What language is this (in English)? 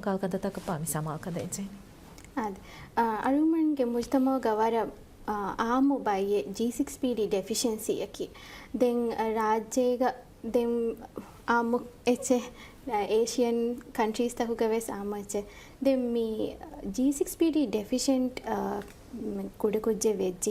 Divehi